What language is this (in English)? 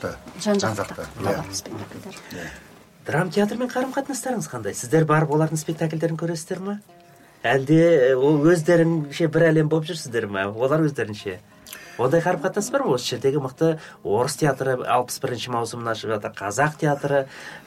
Kazakh